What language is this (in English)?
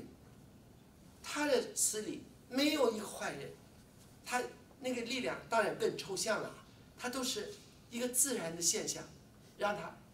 Chinese